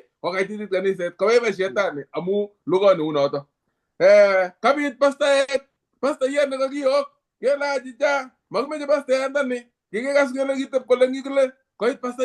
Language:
Kalenjin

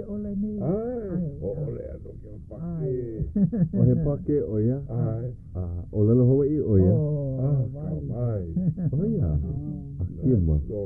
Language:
Hawaiian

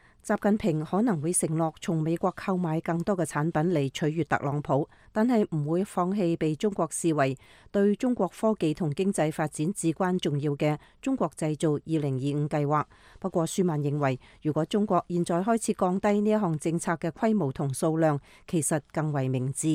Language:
Cantonese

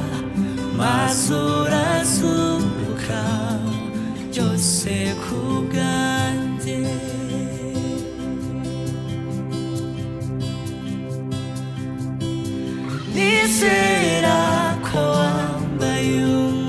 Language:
Kinyarwanda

